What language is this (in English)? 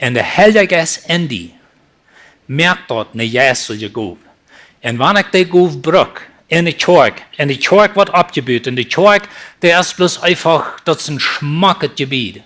Plautdietsch